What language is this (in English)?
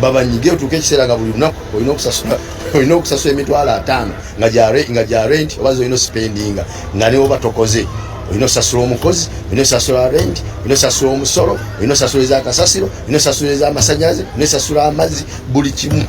Ganda